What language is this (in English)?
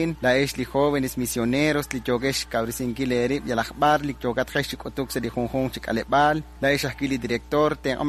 Kekchí